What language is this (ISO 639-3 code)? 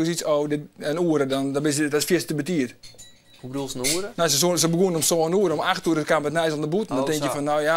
fry